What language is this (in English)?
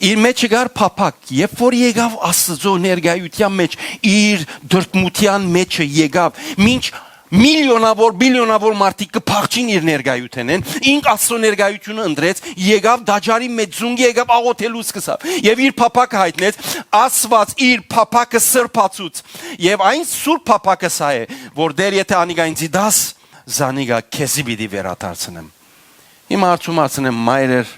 Western Armenian